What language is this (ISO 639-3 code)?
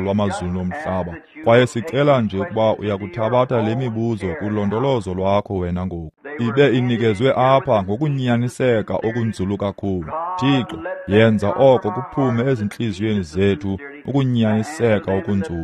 xho